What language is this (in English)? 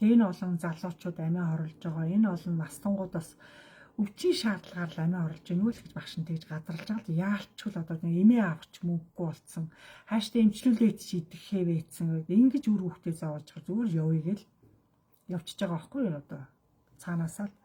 Mongolian